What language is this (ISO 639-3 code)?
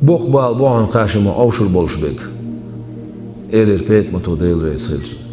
che